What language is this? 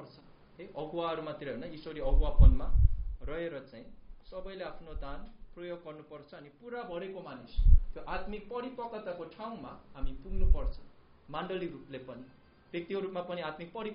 Nepali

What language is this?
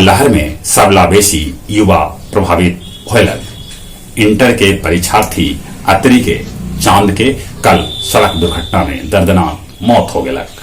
Magahi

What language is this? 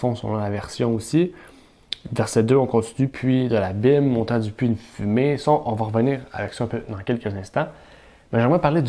French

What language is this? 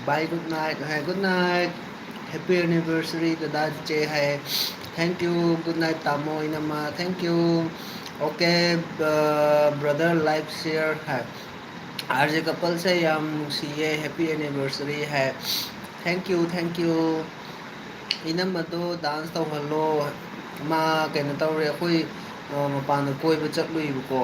Manipuri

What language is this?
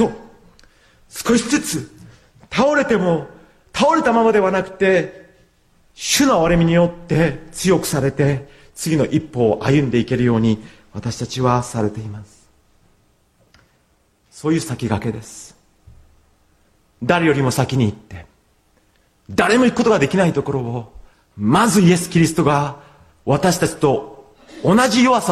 Japanese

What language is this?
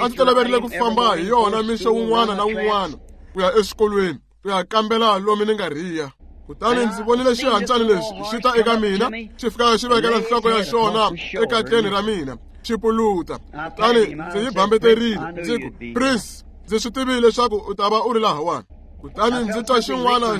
Tsonga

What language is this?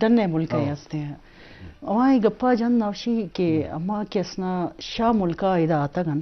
Eastern Balochi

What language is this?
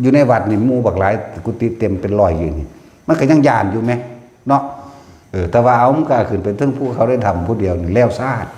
Northeastern Thai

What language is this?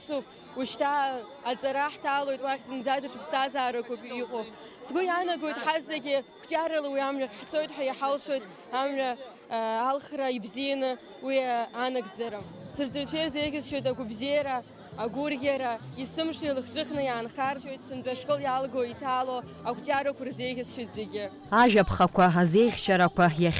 Abkhazian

